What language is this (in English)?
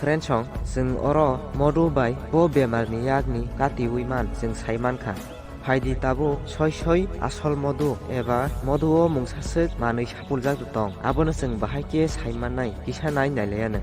Kok Borok